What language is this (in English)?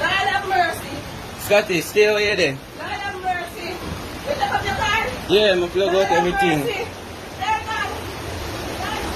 Jamaican Creole English